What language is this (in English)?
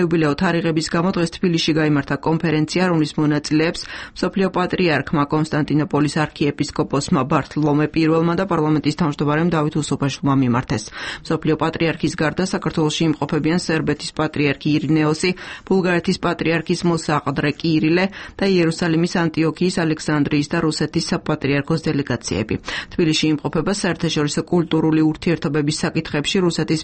Georgian